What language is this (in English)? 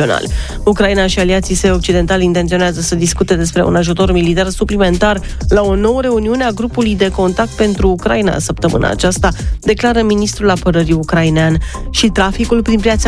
Romanian